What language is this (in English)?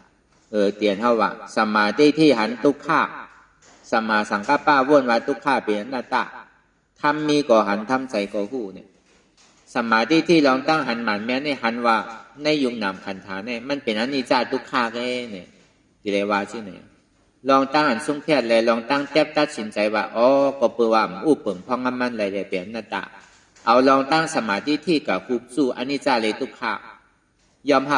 Shan